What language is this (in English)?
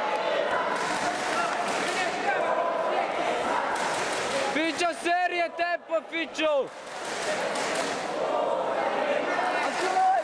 Croatian